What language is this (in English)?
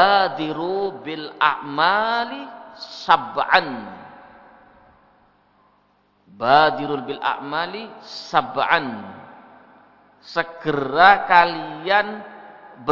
Indonesian